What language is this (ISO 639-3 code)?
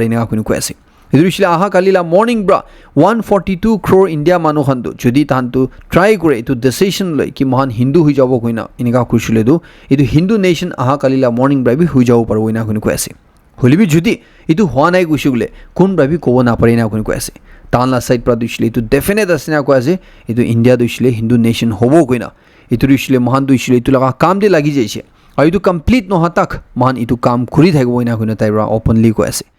nag